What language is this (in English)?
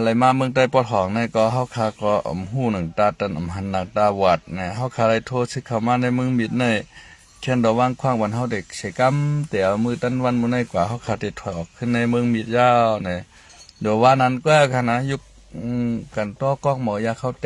Shan